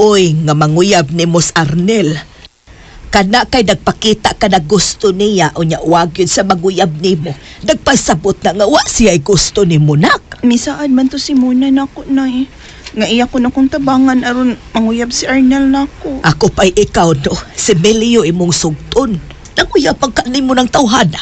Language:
Cebuano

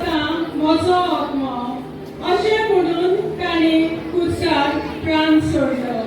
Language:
Konkani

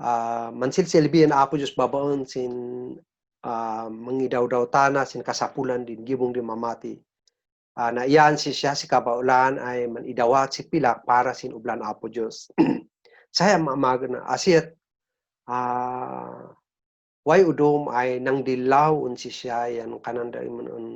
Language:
Kankanaey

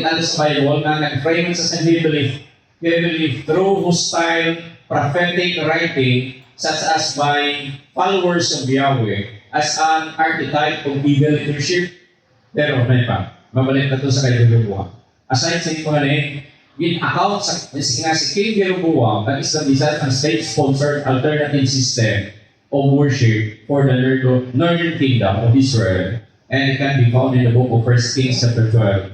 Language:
Hiligaynon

